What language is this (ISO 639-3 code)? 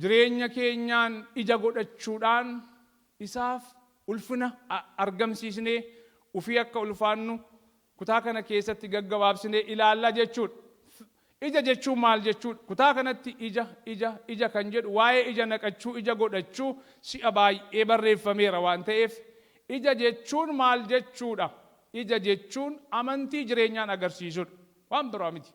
orm